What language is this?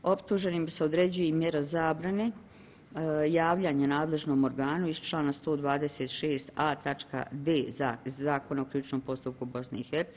Bosnian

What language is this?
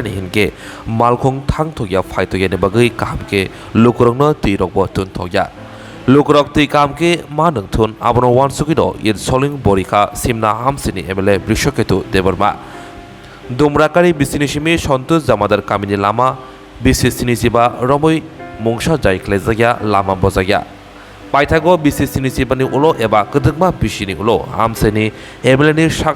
Kok Borok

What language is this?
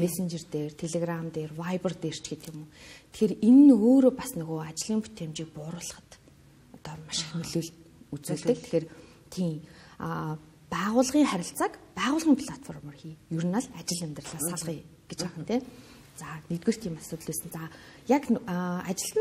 Mongolian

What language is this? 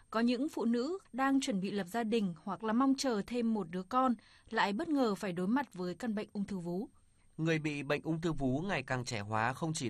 Vietnamese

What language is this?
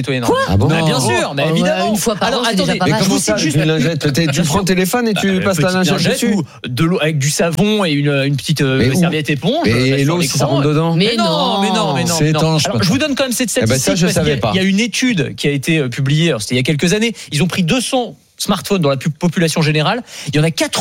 French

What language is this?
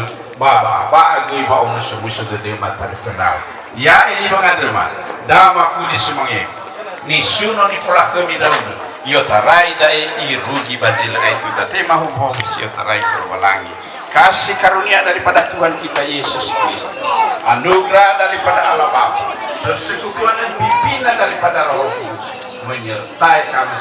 Nias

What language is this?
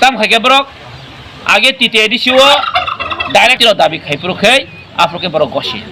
Kok Borok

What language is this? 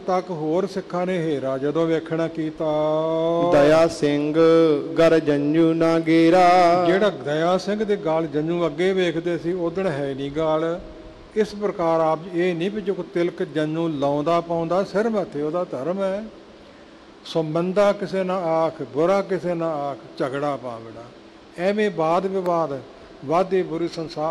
Punjabi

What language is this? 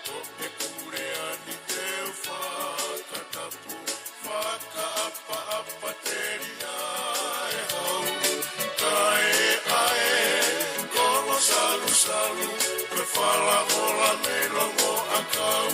Tongan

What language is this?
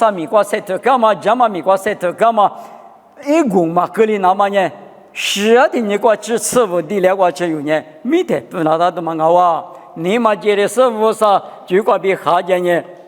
Lisu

